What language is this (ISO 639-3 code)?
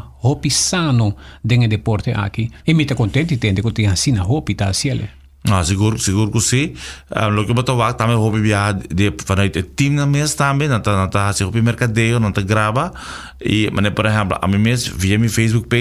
pap